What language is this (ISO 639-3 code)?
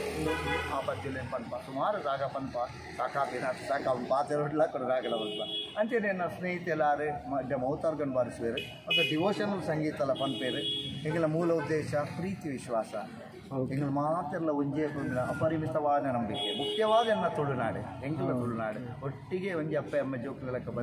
tcy